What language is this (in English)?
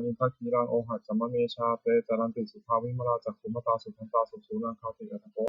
Pali